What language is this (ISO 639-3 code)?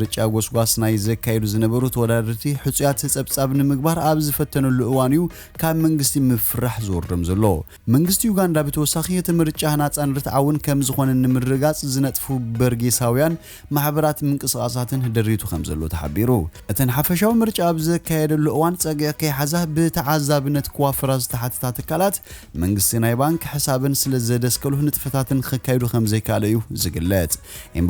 tir